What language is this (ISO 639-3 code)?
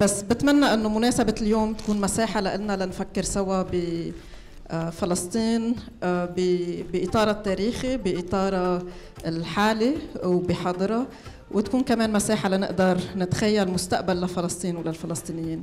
apc